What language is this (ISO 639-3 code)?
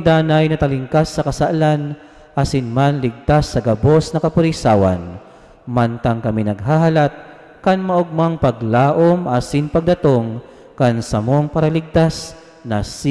bik